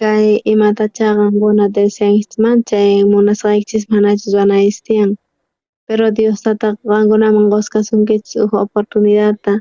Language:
South Bolivian Quechua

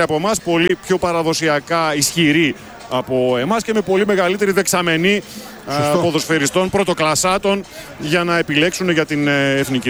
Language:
Greek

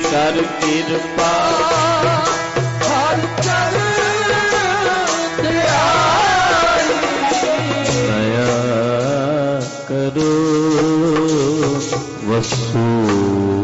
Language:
Punjabi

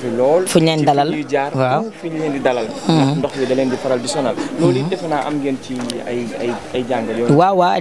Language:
Wolof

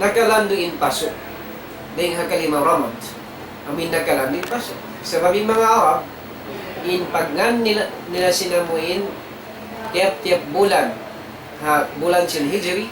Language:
Tausug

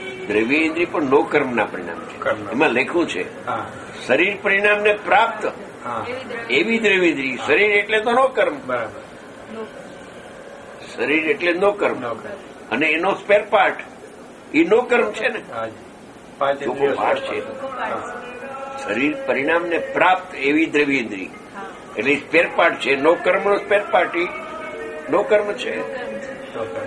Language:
Gujarati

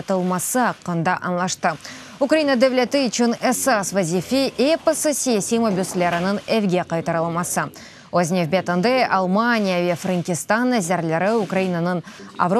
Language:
Crimean Tatar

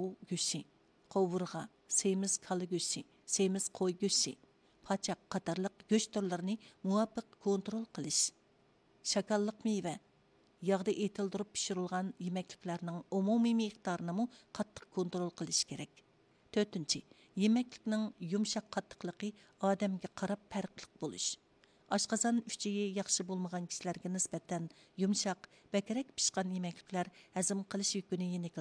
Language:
Uyghur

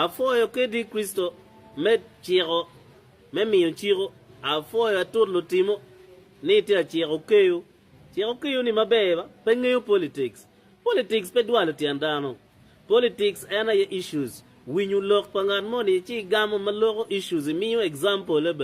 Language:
Acoli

